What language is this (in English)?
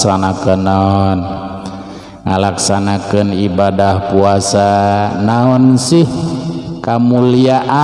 Sundanese